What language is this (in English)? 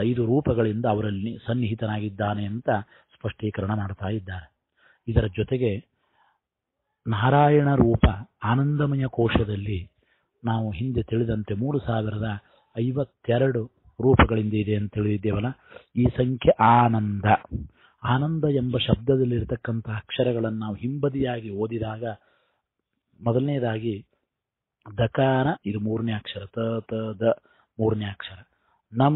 Kannada